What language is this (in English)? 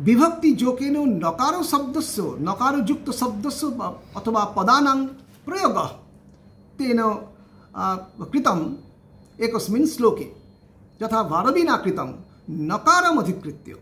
Sanskrit